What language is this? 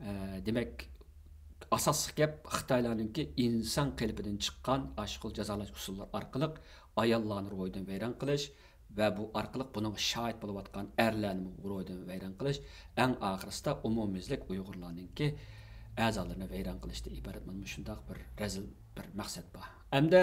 Uyghur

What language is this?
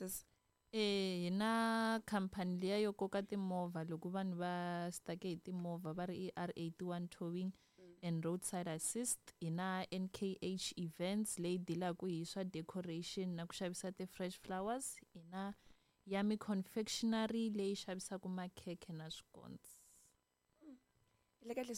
Tsonga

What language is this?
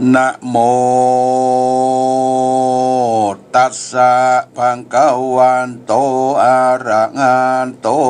Pali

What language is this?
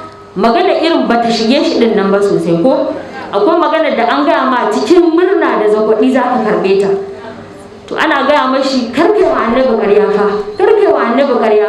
Hausa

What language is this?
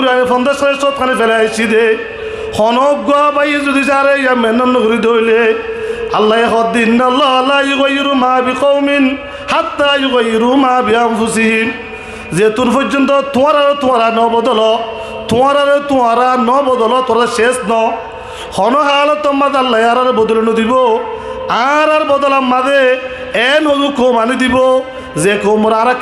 Rohingya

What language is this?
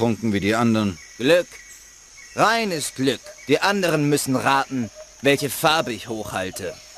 Bavarian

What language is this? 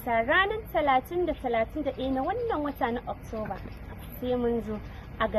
Hausa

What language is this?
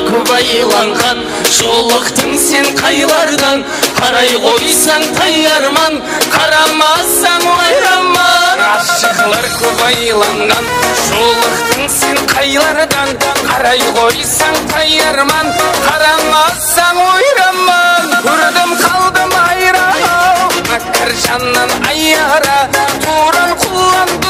Kara-Kalpak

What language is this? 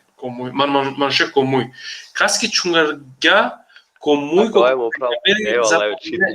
Balkan Romani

